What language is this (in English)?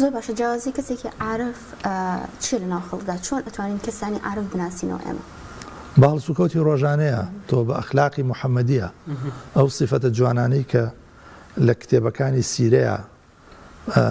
Central Kurdish